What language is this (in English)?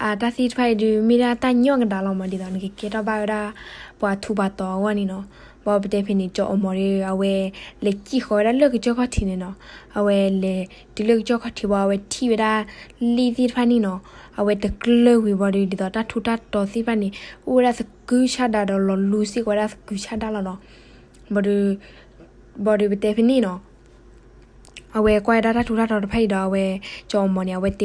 S'gaw Karen